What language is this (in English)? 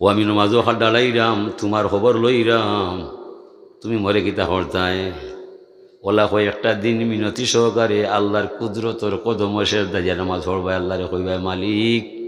Sylheti